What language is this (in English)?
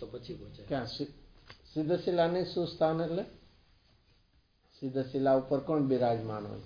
Gujarati